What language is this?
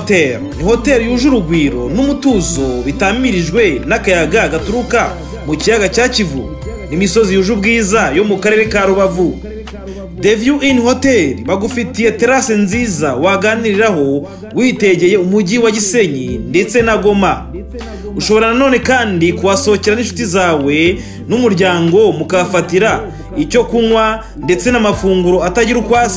Kinyarwanda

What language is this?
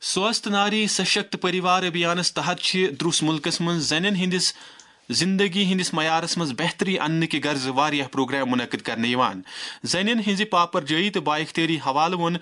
Kashmiri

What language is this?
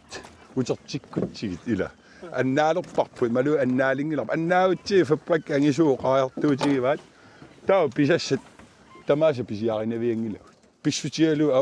Kalaallisut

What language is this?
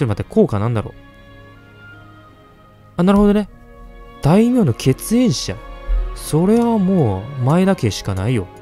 Japanese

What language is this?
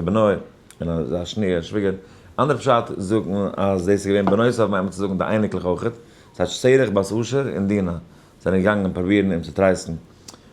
Yiddish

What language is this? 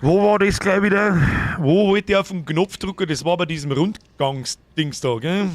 Bavarian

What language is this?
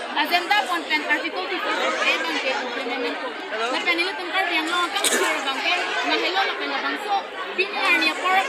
Karbi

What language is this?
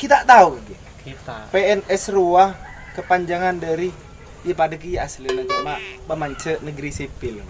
Madurese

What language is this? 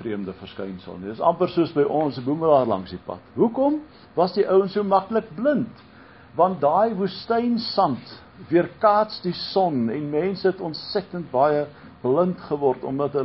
Afrikaans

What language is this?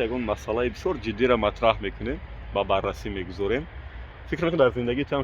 Tajik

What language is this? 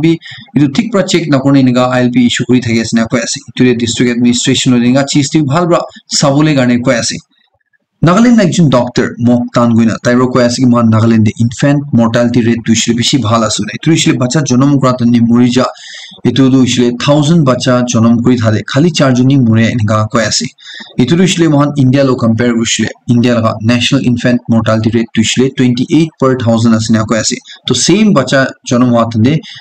Naga Pidgin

